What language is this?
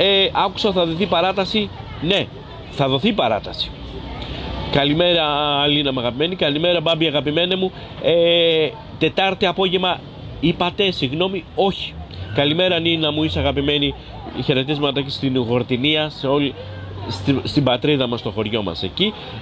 Greek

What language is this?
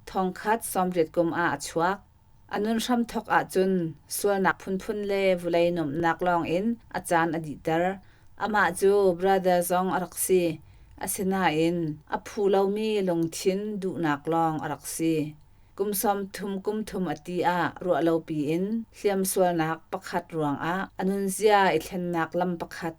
Hakha Chin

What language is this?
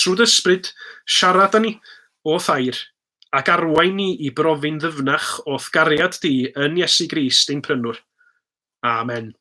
Welsh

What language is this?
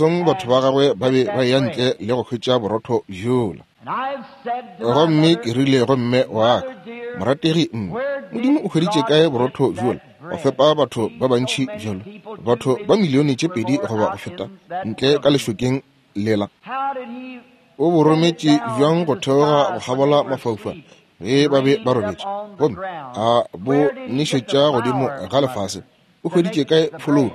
Northern Sotho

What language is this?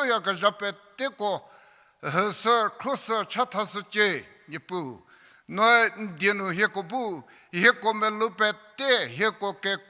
Angami Naga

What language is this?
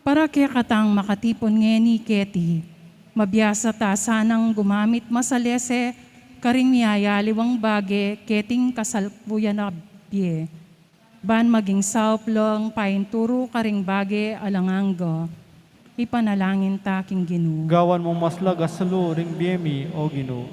Pampanga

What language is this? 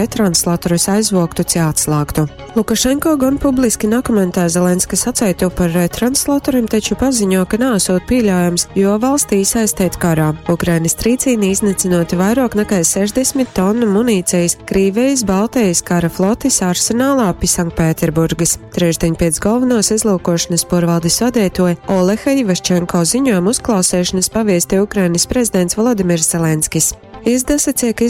Latgalian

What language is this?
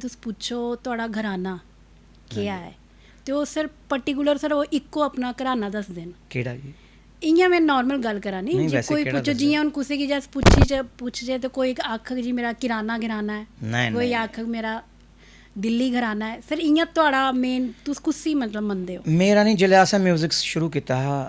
Dogri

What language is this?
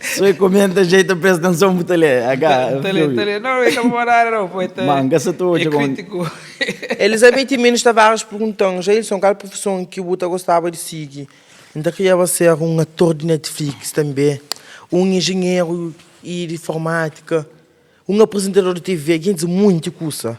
Kabuverdianu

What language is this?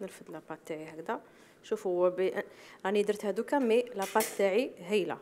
Algerian Arabic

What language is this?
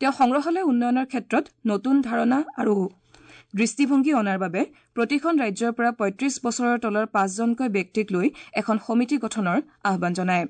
Assamese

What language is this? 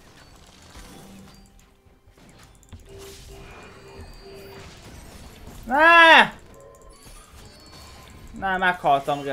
Hungarian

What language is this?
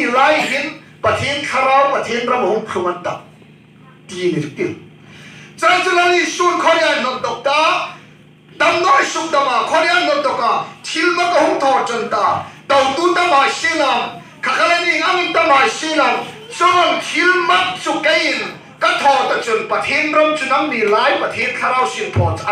Hmar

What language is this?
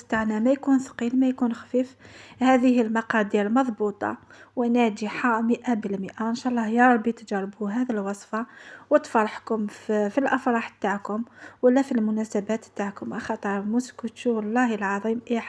Algerian Arabic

